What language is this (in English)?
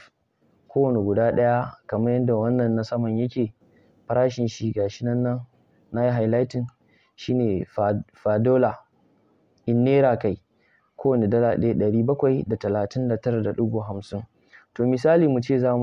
Hausa